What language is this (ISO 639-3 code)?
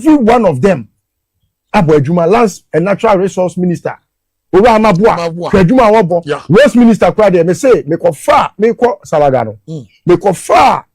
aka